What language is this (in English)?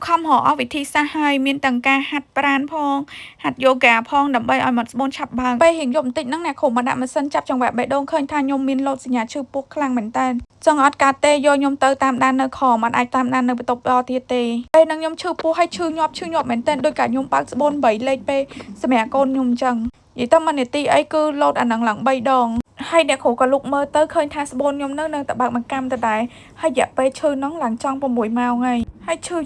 Khmer